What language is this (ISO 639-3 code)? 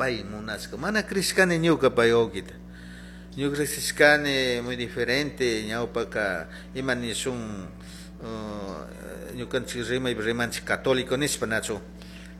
qug